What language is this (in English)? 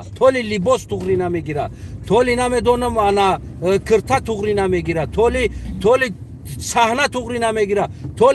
Tajik